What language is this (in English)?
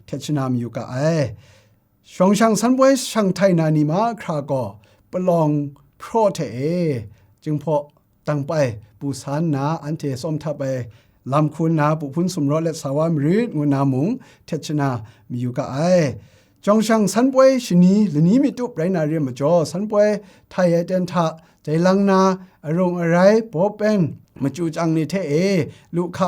Kachin